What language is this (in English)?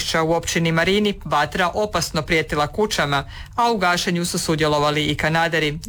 Croatian